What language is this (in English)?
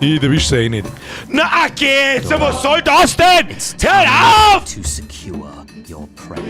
Bavarian